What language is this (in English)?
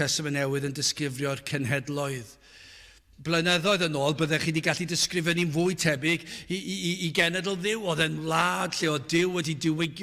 Welsh